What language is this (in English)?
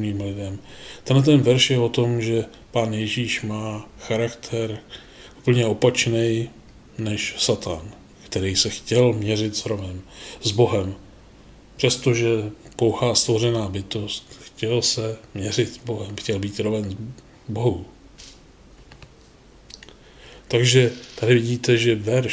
Czech